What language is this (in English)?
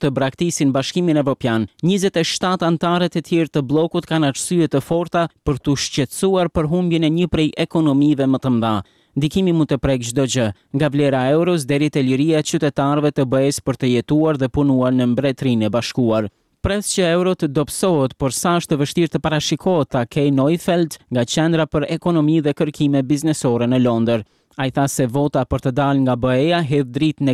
Albanian